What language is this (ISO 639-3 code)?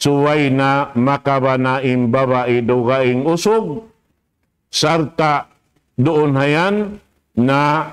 tsg